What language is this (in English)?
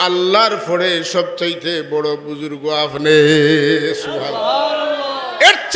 Sylheti